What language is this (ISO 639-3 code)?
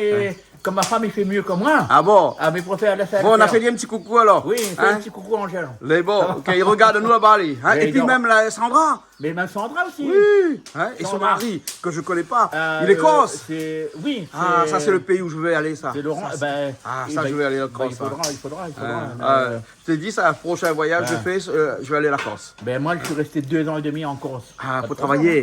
rcf